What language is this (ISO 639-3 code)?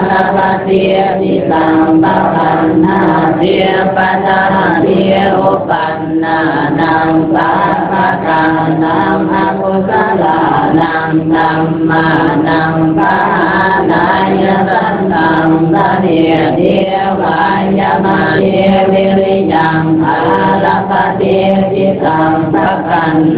pli